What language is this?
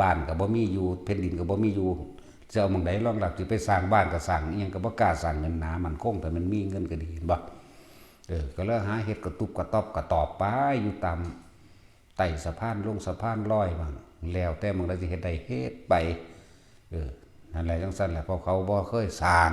Northeastern Thai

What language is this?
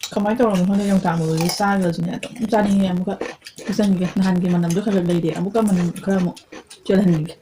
Manipuri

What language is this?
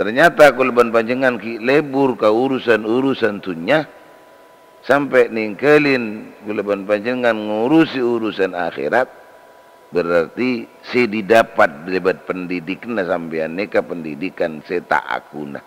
Madurese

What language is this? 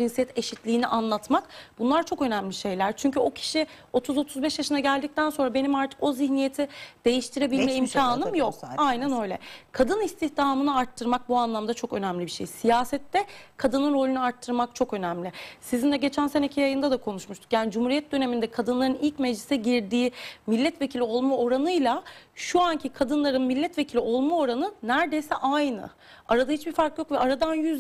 Turkish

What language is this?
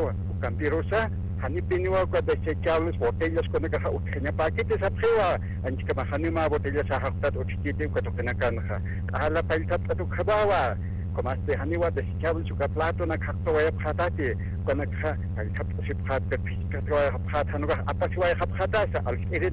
Aymara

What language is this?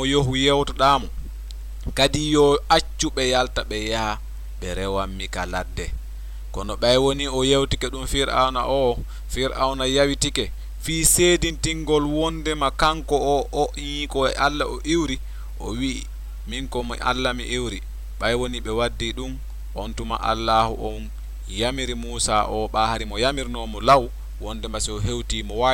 Fula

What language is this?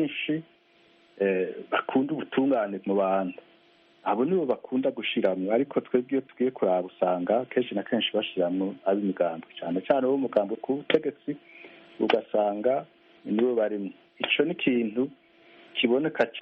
Rundi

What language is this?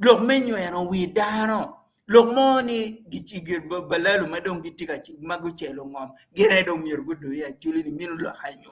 Acoli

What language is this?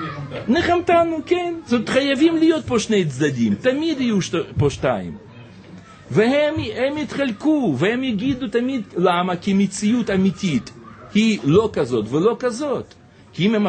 Hebrew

